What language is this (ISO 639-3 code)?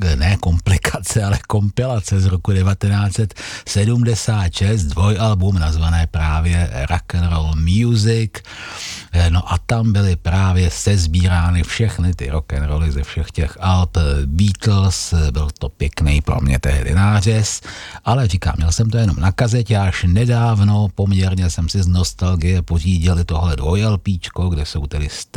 ces